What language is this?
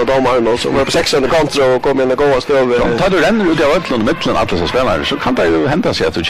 Faroese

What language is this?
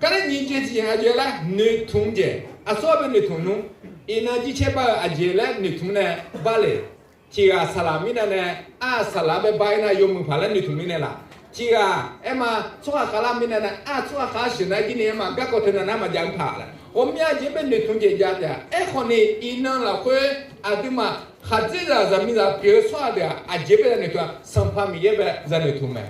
Akha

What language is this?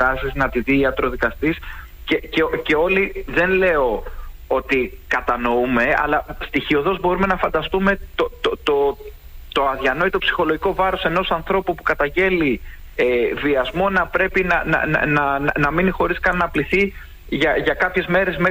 Greek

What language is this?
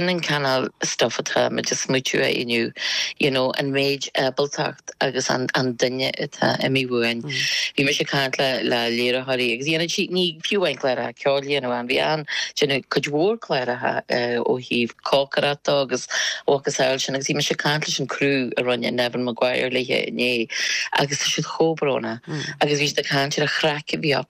Irish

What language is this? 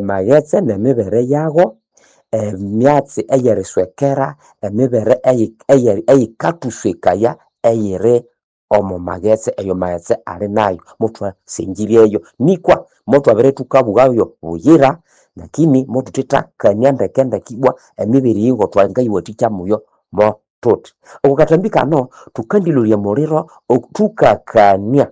Nande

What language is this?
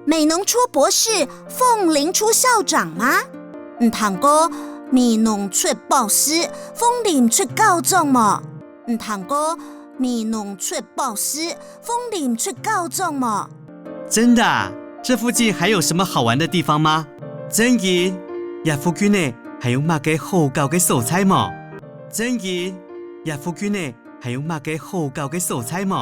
Hakka Chinese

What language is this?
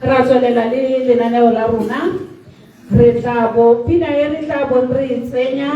Tswana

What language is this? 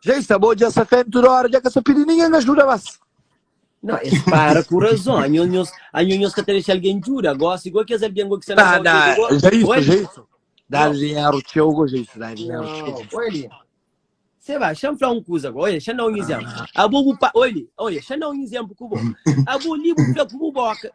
Kabuverdianu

